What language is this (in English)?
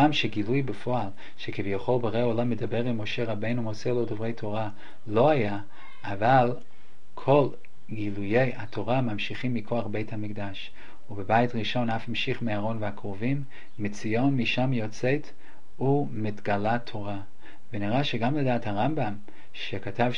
Hebrew